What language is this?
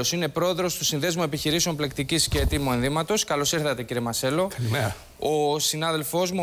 Greek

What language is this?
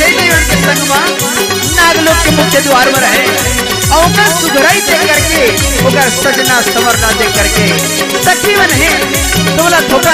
Chhattisgarhi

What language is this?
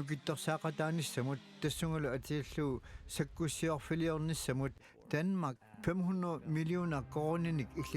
Kalaallisut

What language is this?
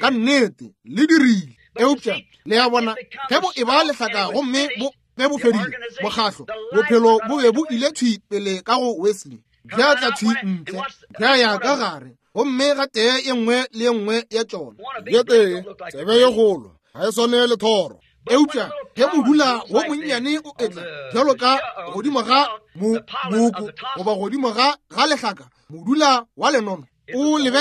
Northern Sotho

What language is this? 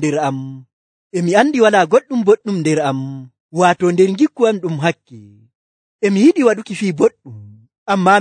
Nigerian Fulfulde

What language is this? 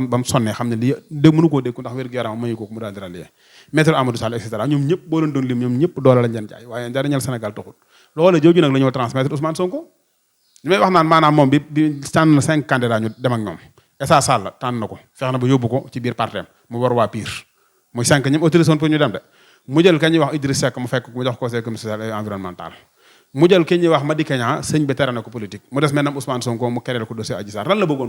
Wolof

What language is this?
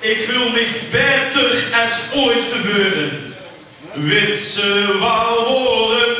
Limburgish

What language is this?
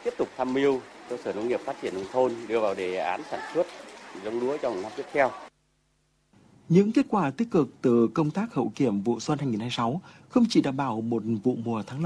Vietnamese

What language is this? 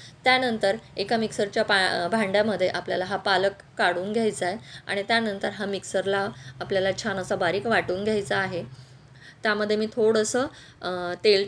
Marathi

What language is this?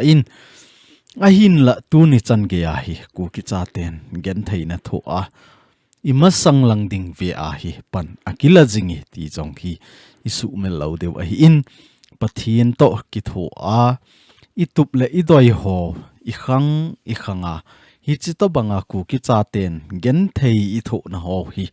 Thado Chin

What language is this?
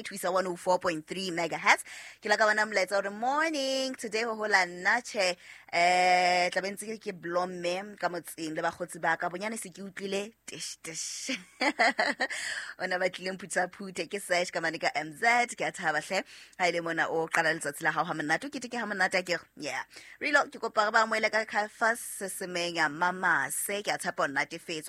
Southern Sotho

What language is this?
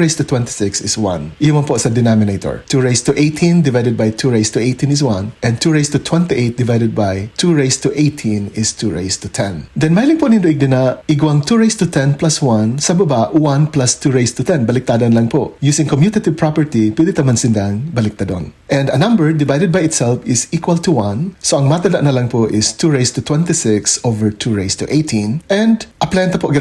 Bikol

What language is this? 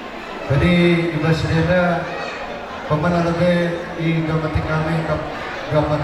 Batak Karo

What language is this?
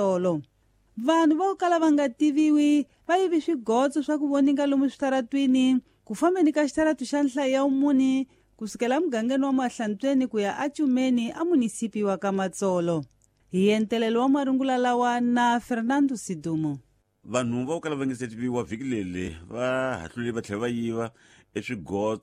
Tsonga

